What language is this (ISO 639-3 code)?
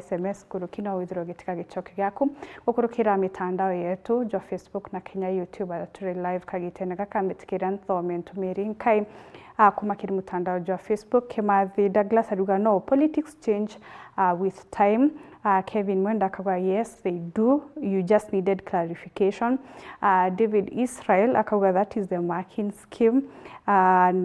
mer